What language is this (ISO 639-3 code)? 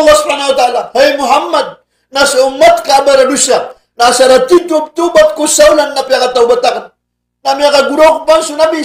mrw